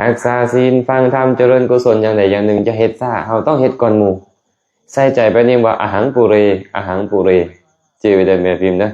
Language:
Lao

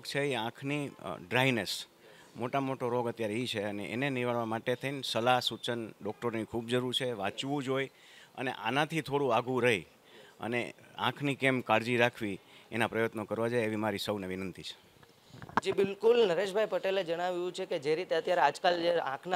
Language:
Gujarati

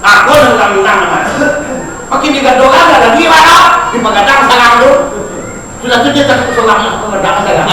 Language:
Minangkabau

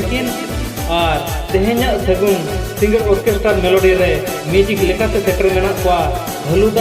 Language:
Santali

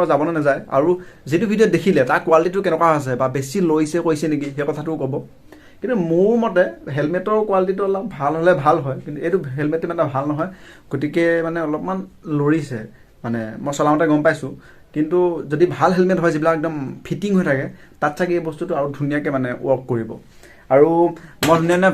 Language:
Assamese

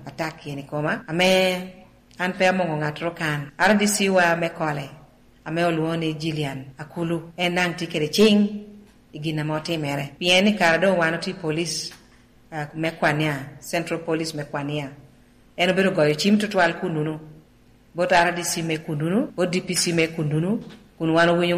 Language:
Lango (Uganda)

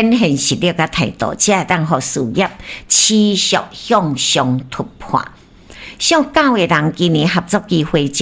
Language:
Min Nan Chinese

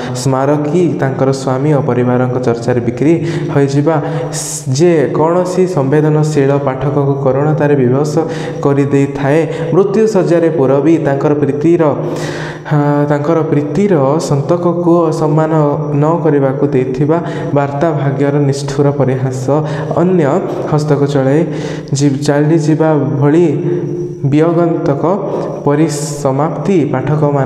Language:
Odia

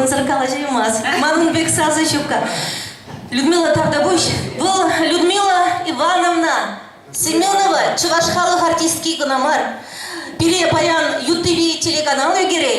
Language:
Chuvash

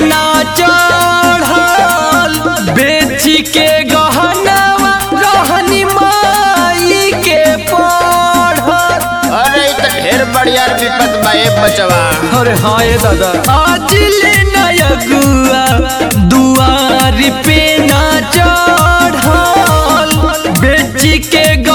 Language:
Bhojpuri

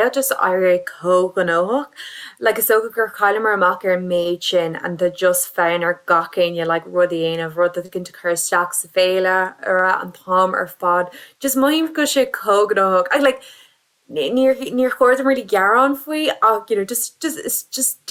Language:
Irish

